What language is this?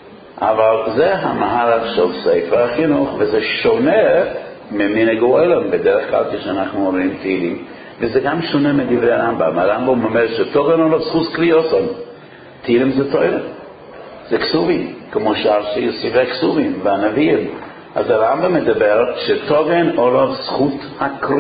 Hebrew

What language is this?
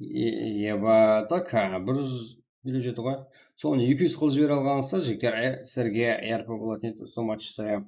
Kara-Kalpak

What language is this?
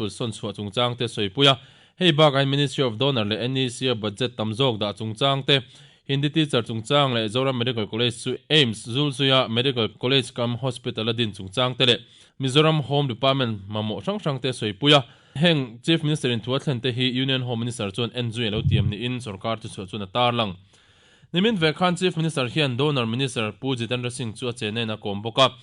Mizo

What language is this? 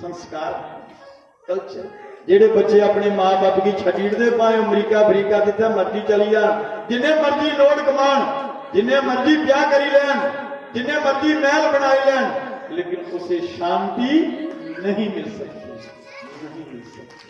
Dogri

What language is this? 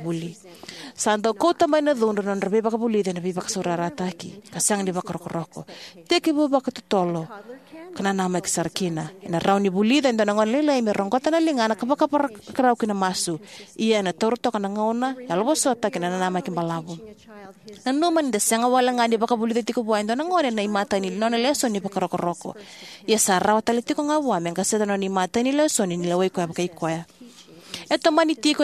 Fijian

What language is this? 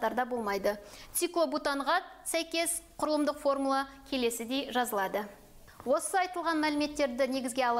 Kazakh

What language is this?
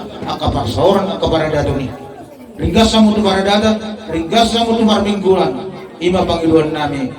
Batak Toba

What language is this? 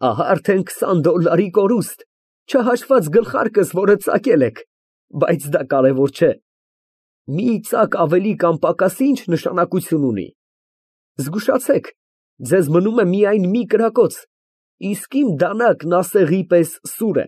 Armenian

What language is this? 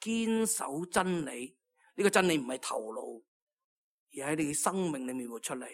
Cantonese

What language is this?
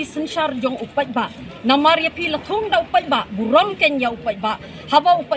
Khasi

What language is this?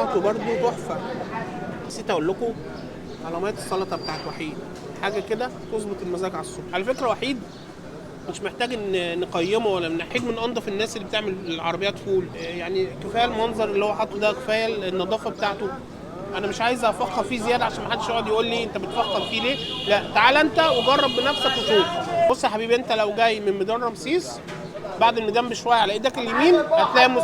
Egyptian Arabic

